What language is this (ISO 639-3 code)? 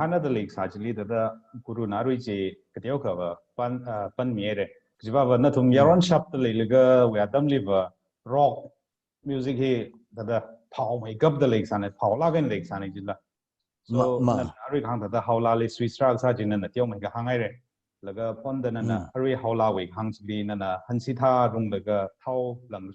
nmf